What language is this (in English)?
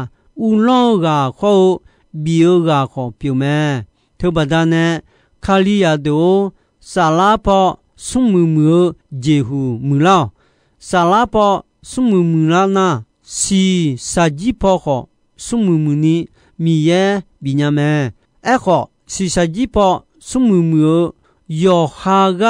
Akha